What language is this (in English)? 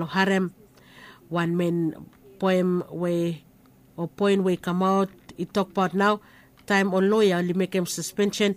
Bislama